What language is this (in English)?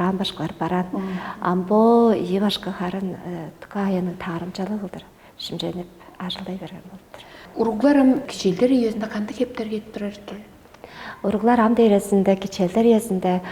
Tuvinian